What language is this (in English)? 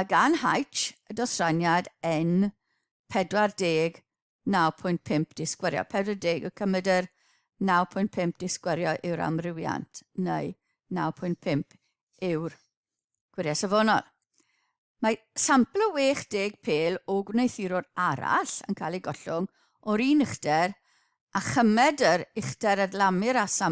Welsh